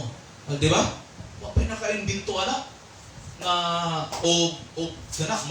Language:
Cebuano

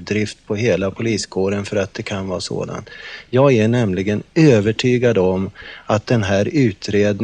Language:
Swedish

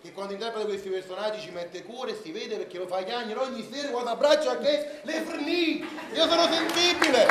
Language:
Neapolitan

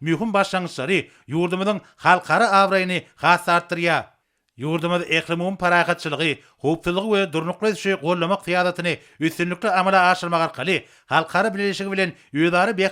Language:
Turkmen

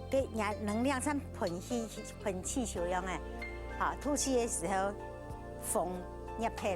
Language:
Hakka Chinese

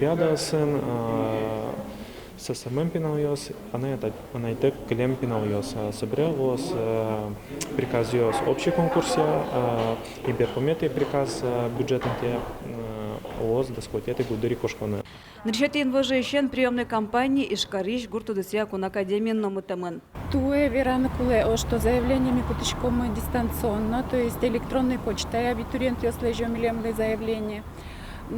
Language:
Udmurt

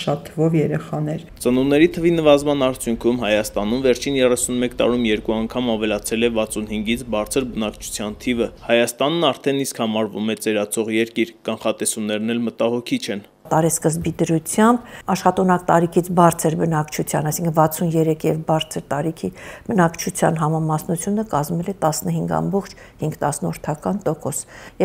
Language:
Armenian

